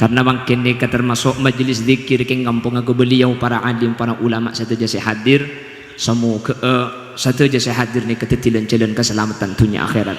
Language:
Madurese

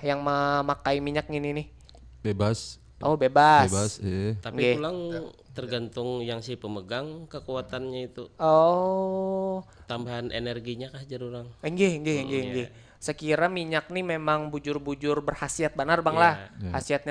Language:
Banjar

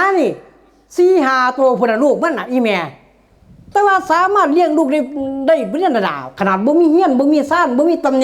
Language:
Northeastern Thai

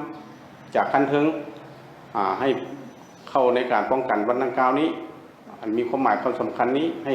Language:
Lao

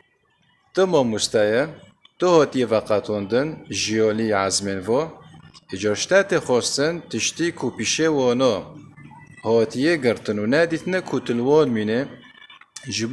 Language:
Kurdish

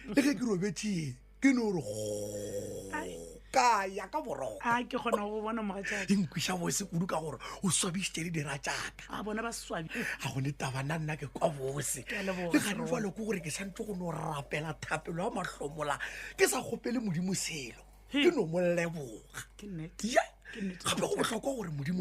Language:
Northern Sotho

